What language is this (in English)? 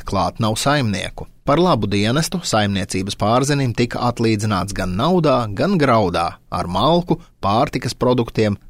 Latvian